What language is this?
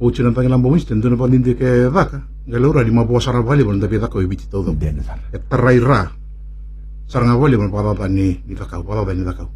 Fijian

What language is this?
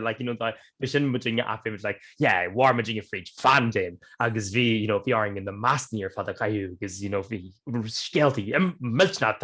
Irish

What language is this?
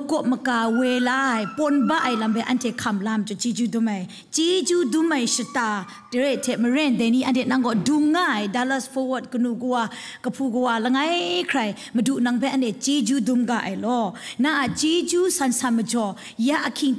Kachin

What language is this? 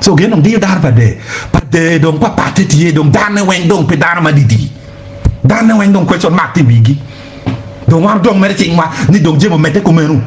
Acoli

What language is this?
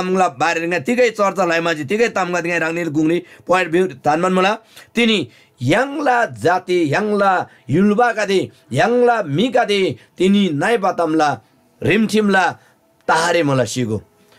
Eastern Tamang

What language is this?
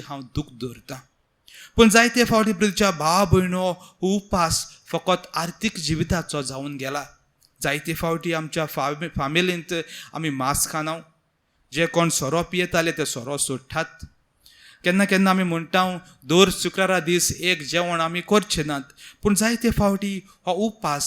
Konkani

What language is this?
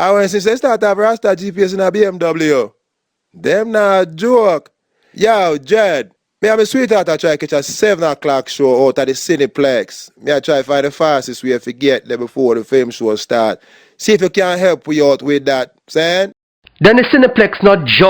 Jamaican Creole English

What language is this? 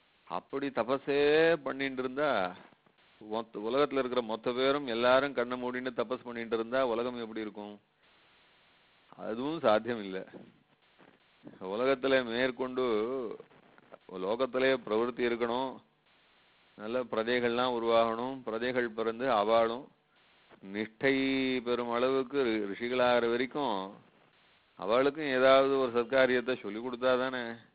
Tamil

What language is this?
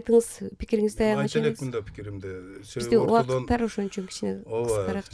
Kyrgyz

